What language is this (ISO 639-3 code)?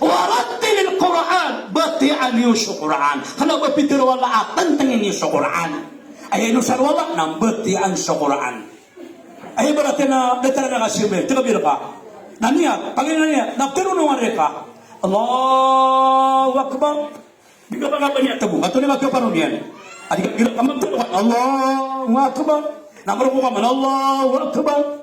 mrw